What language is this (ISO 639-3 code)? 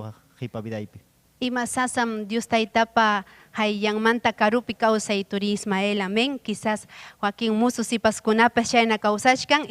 quy